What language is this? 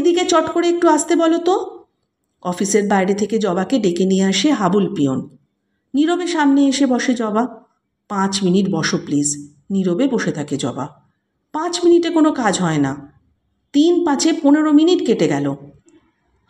Bangla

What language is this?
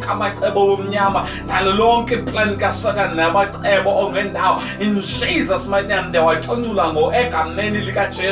Xhosa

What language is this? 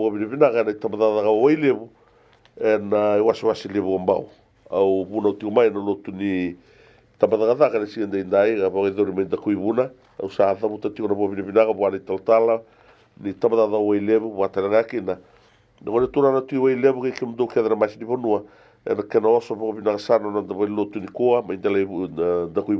Fijian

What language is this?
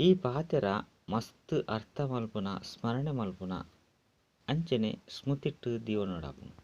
Tulu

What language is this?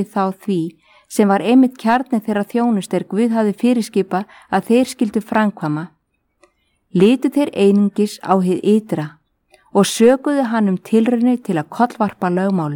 Icelandic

